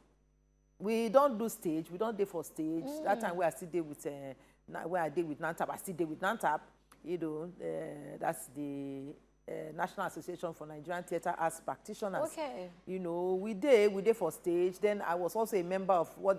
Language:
Nigerian Pidgin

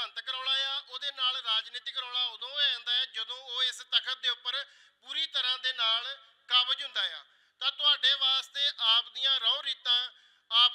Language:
Punjabi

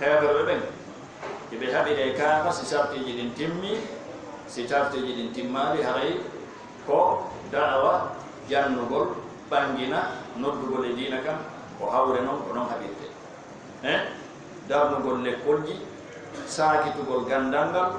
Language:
Fula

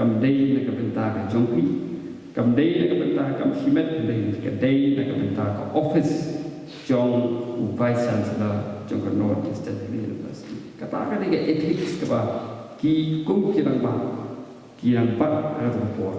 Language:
Khasi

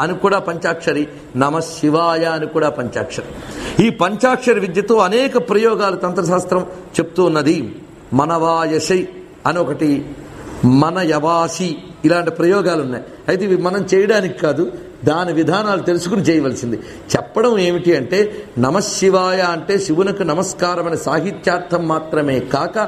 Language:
Telugu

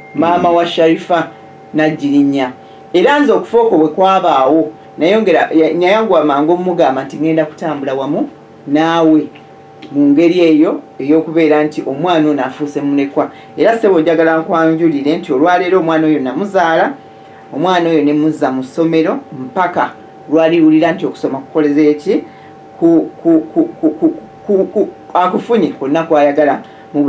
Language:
Ganda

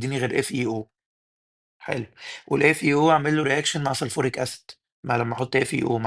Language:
Egyptian Arabic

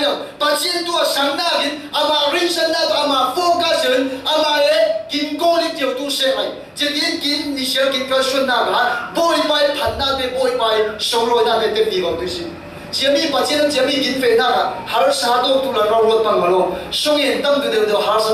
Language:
Falam Chin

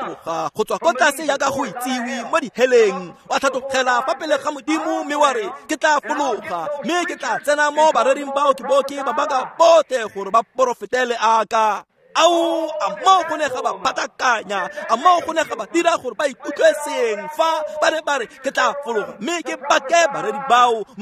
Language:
Tswana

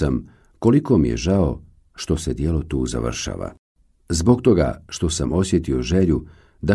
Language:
Bosnian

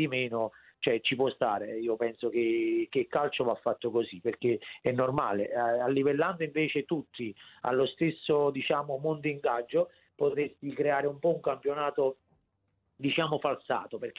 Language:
Italian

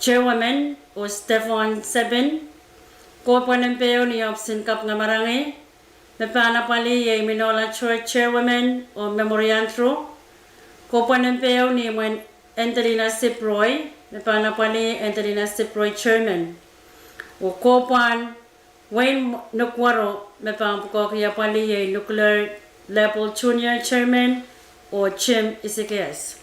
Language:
Pohnpeian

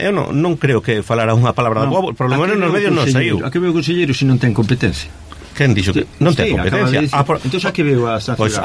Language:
Galician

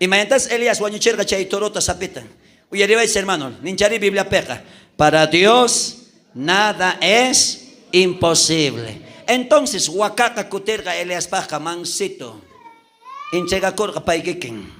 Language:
South Bolivian Quechua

